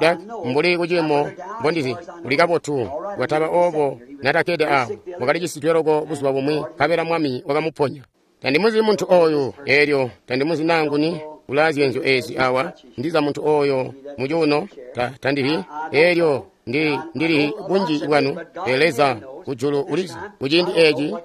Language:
Tonga (Zambia)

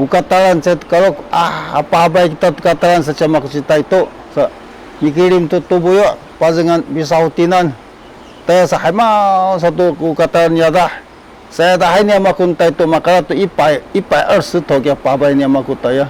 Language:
Sakizaya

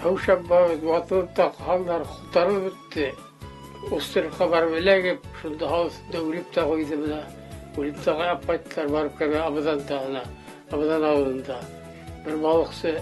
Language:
Bashkir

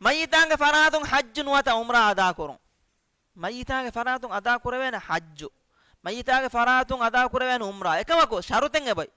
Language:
Divehi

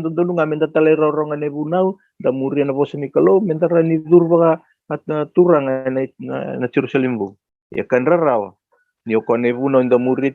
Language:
Fijian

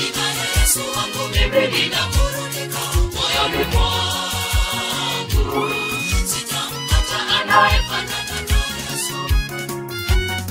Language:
Swahili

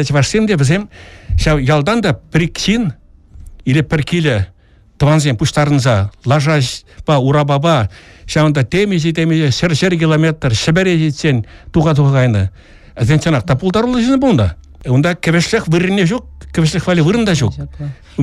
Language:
Chuvash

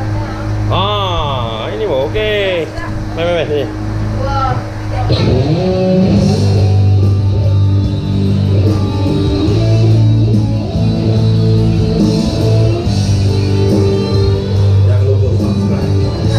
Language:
Malay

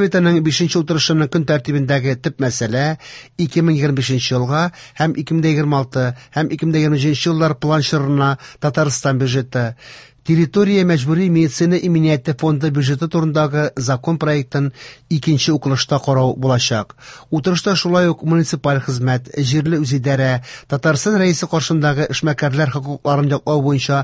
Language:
Tatar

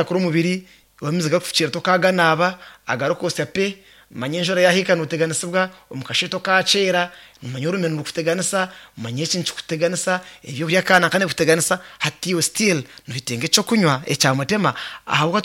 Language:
Nyankole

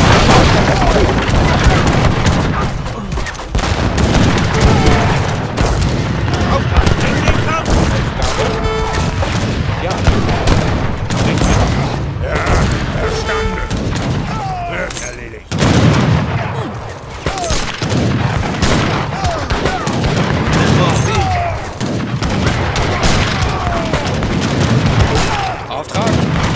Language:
German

